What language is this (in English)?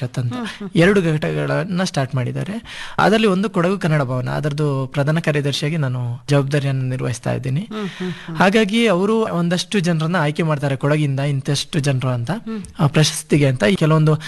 Kannada